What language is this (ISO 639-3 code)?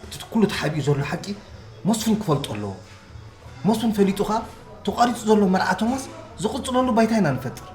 tir